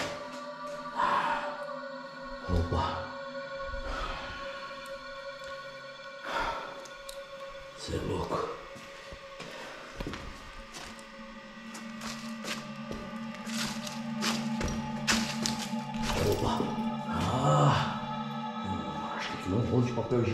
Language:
Portuguese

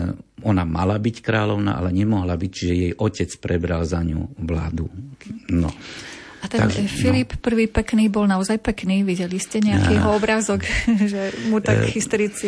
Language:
Slovak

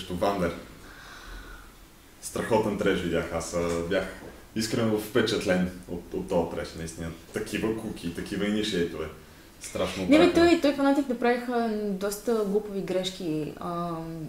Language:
Bulgarian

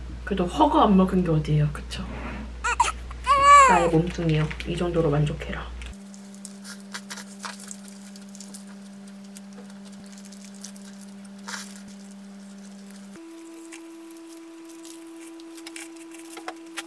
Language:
Korean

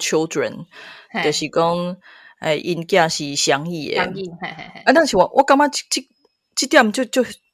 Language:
Min Nan Chinese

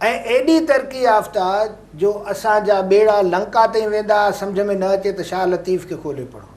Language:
Sindhi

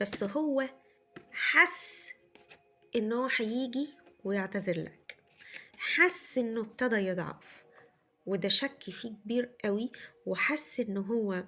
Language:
Egyptian Arabic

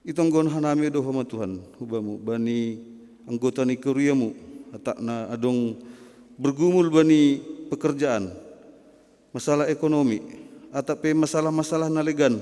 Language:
Batak Simalungun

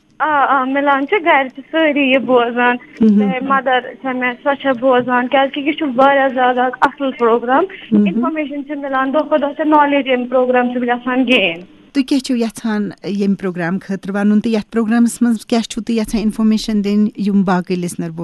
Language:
Kashmiri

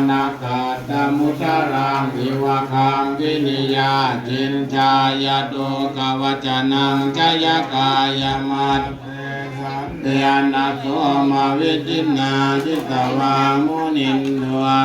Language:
Pali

